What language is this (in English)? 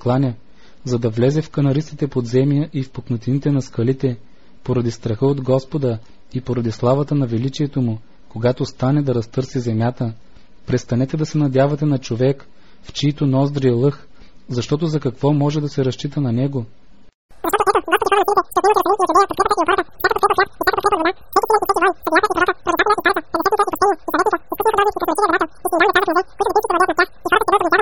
Bulgarian